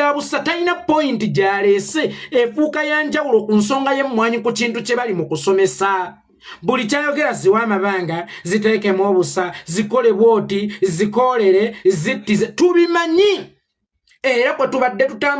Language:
Ganda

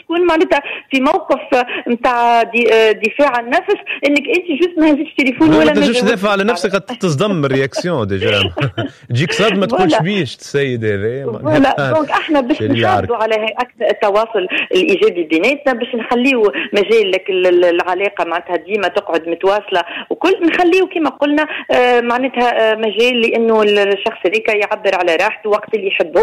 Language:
Tunisian Arabic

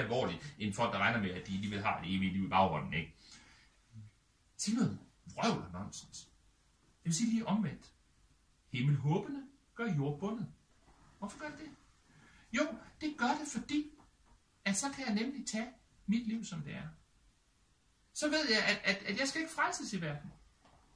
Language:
Danish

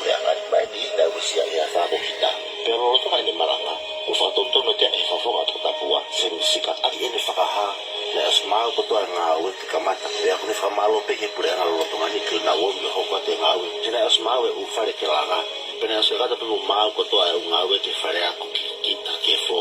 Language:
Tongan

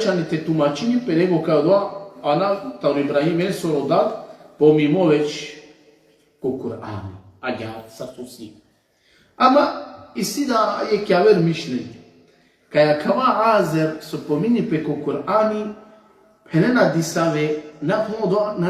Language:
Balkan Romani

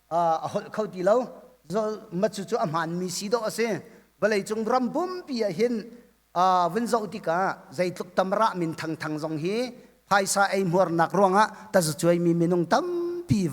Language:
Hakha Chin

